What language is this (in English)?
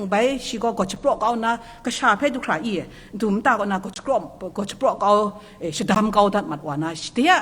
Kachin